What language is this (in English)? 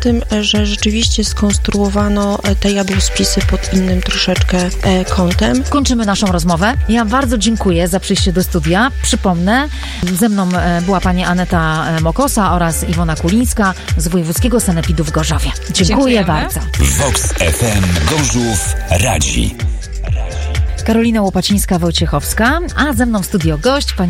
Polish